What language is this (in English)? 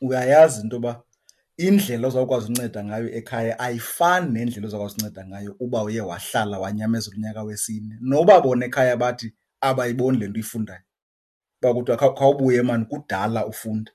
Xhosa